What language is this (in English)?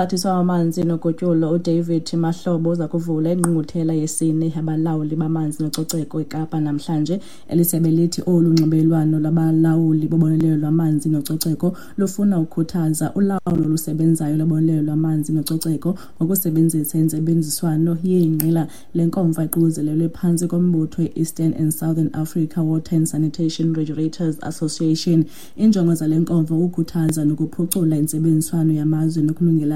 Xhosa